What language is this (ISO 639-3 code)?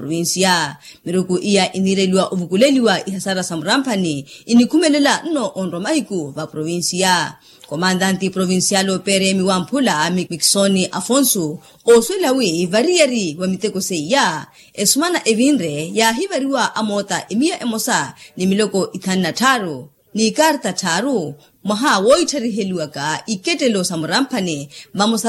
vmw